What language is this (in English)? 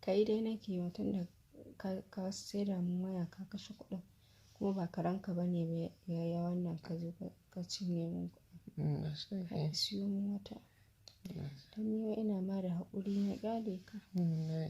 Hausa